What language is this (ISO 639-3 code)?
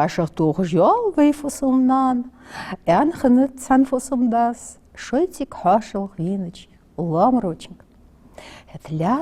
inh